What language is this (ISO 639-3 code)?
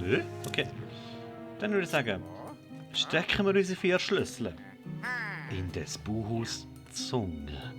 gsw